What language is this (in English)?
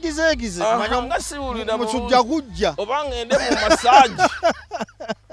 Ganda